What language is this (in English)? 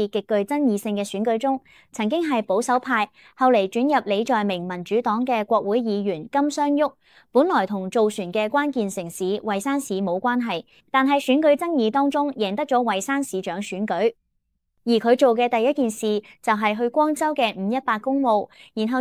Cantonese